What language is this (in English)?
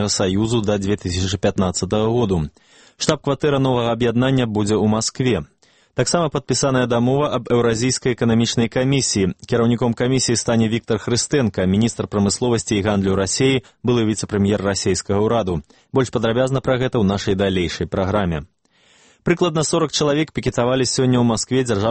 Belarusian